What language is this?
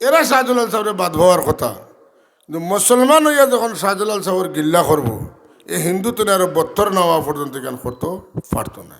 Sylheti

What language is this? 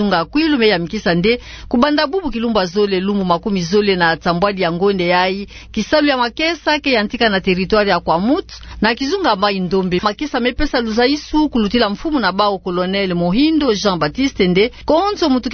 Kituba (Democratic Republic of Congo)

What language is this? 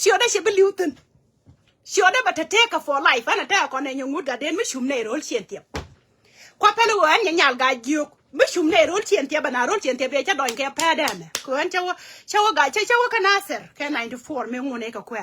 Nuer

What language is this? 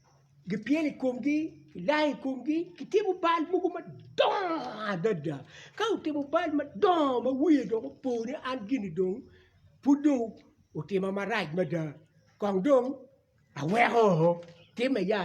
Acoli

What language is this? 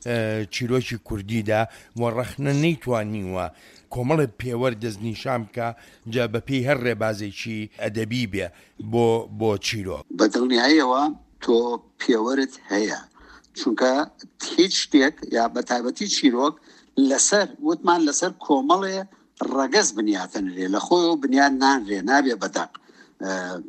Central Kurdish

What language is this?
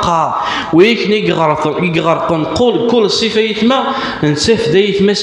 Kabyle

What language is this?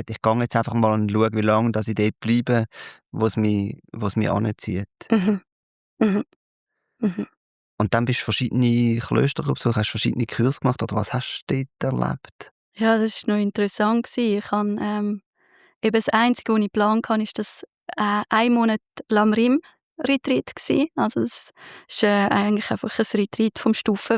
Swiss German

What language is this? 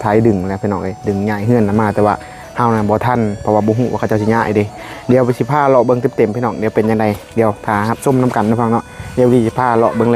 Northeastern Thai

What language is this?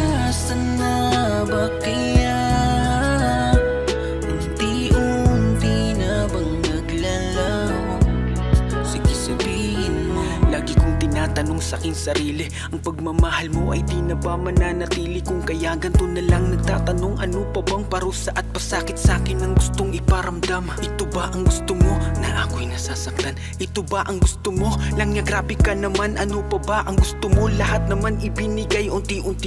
Filipino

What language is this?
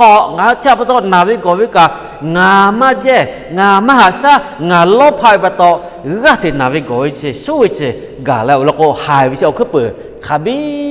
Lahu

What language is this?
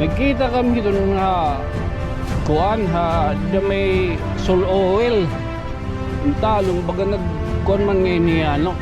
Waray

